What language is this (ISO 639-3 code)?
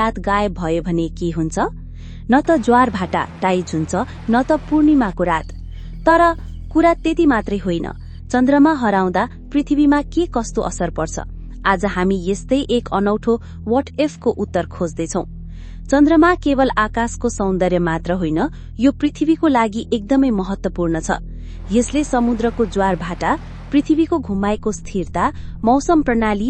nep